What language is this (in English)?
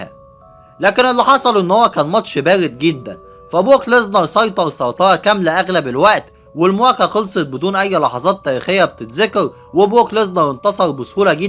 Egyptian Arabic